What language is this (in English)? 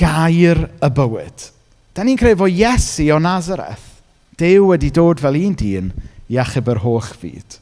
Welsh